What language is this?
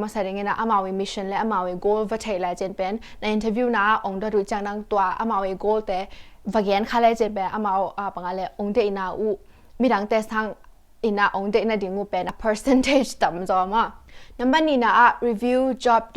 Tedim Chin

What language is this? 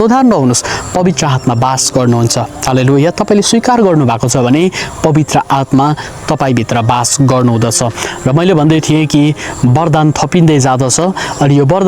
Nepali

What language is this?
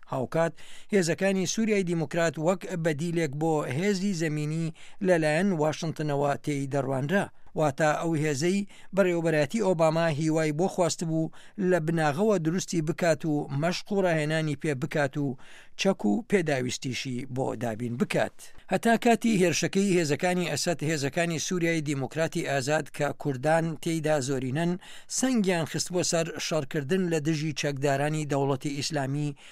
Central Kurdish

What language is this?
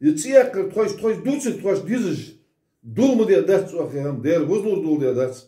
Ingush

